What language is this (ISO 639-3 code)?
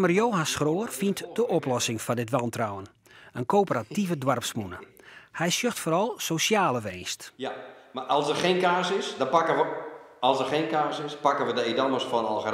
fry